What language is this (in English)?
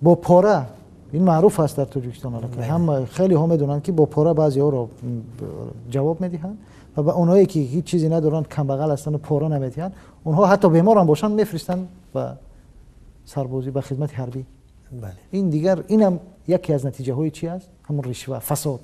Tajik